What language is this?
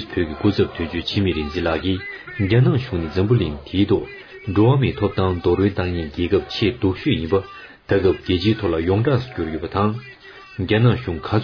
Tibetan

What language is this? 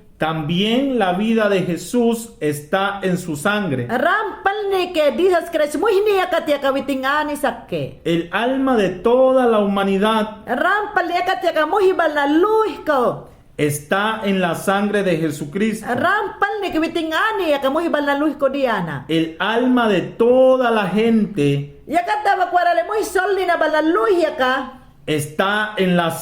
Mayangna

